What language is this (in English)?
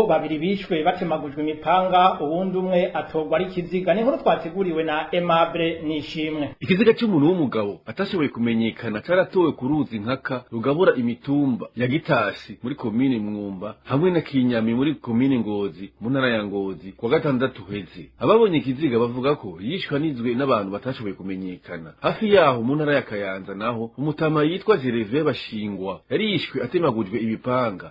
Rundi